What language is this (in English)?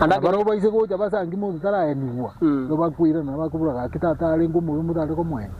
Gusii